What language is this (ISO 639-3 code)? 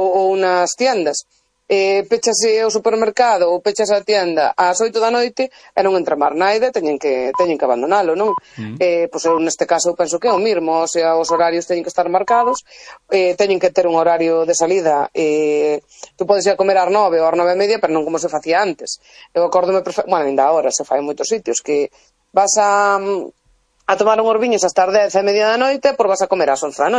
glg